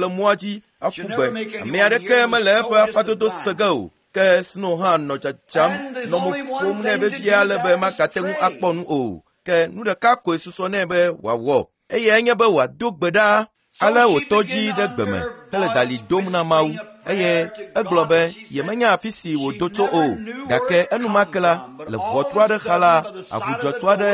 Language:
Ewe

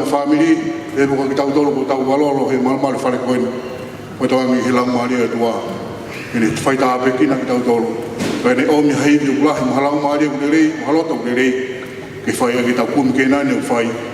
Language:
Tongan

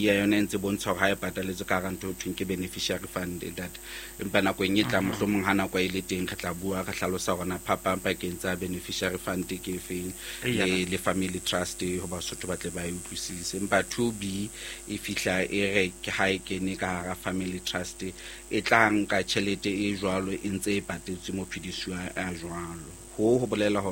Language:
Southern Sotho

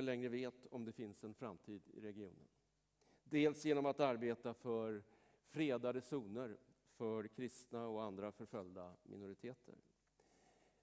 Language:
Swedish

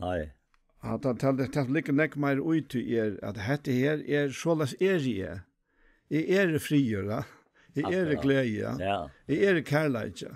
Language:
Faroese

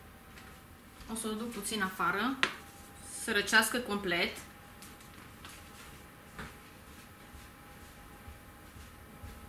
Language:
Romanian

